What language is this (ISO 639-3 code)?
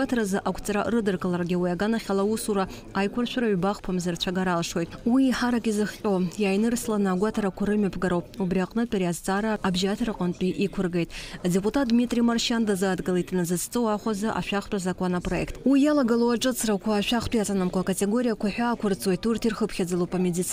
abk